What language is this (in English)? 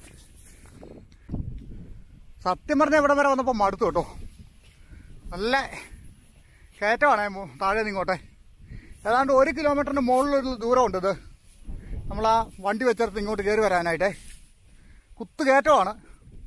Malayalam